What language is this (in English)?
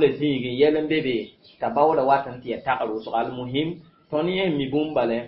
Mossi